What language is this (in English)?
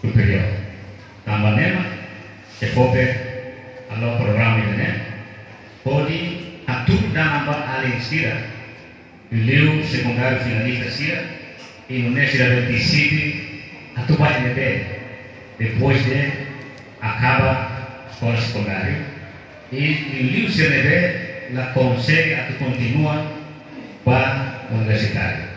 Tetum